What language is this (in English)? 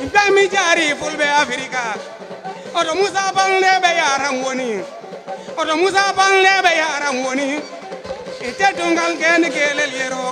Fula